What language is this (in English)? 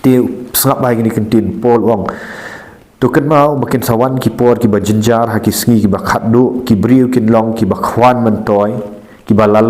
Khasi